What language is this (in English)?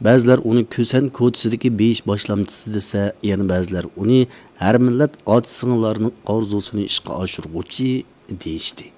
Uyghur